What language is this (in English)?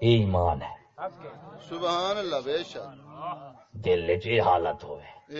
Saraiki